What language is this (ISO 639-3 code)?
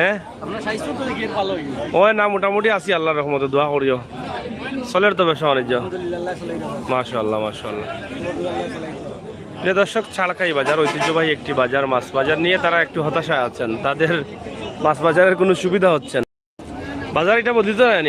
syl